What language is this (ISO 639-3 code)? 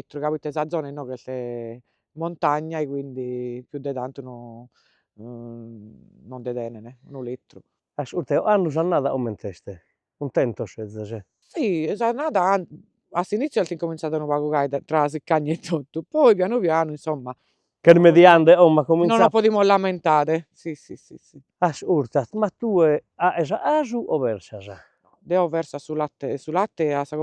srd